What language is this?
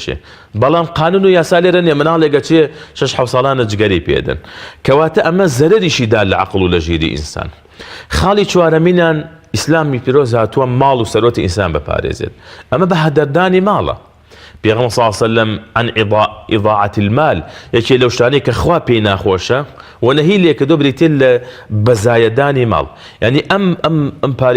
Central Kurdish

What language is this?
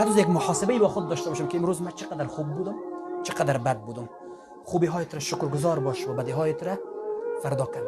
Persian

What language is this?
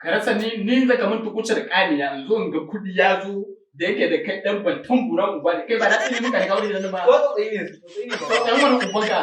Hausa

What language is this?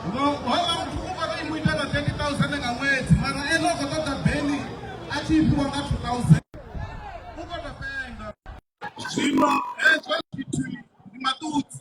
Venda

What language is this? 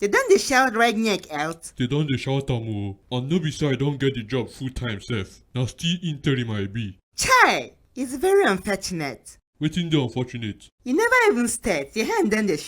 Nigerian Pidgin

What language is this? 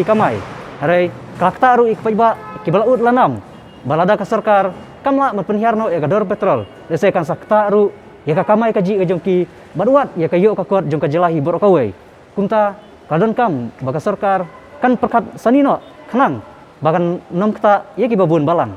Khasi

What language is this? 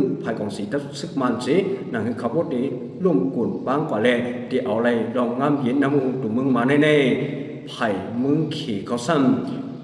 Shan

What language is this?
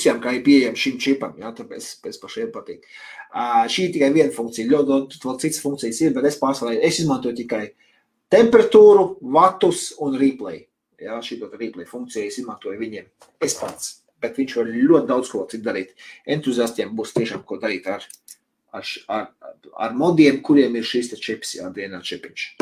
Latvian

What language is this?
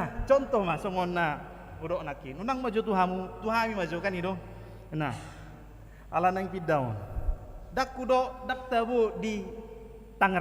Batak Toba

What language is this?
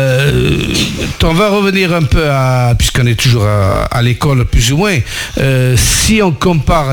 French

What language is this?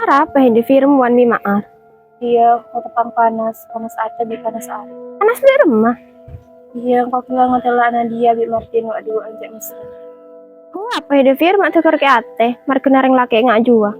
Madurese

